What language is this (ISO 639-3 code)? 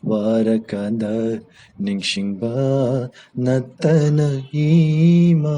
mni